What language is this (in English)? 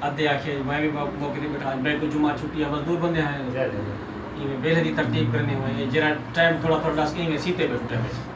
Saraiki